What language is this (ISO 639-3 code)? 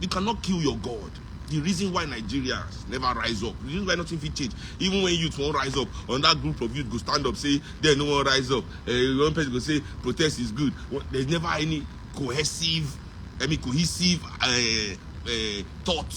pcm